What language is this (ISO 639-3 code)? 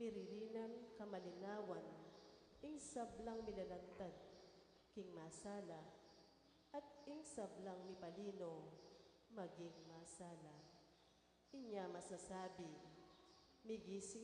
pam